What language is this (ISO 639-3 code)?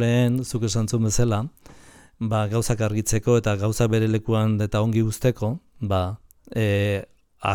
eus